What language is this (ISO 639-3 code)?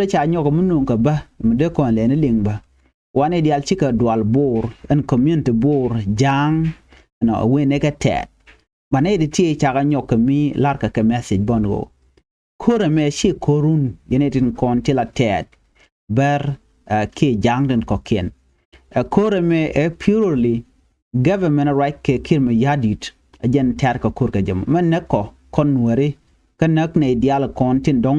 nus